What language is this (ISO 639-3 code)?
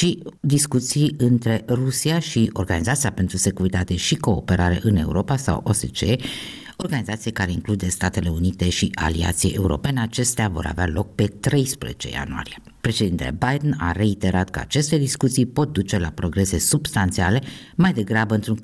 ron